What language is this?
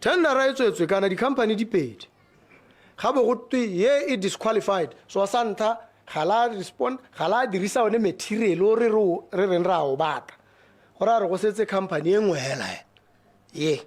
Tswana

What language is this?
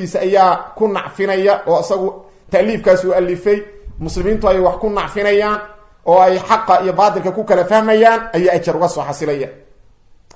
Somali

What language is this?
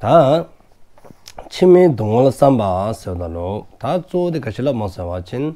Dzongkha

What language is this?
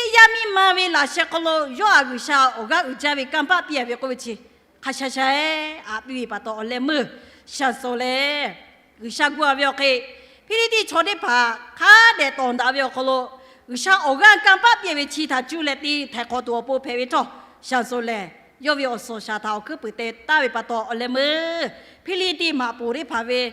Lahu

